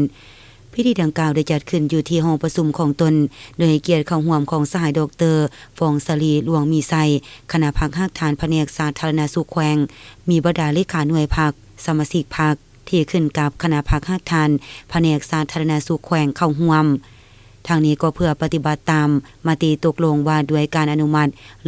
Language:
Lao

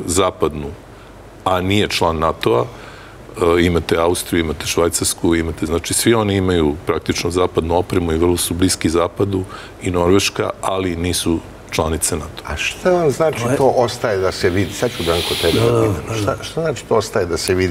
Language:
Serbian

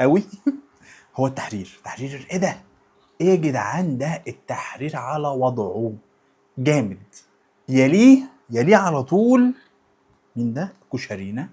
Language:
Egyptian Arabic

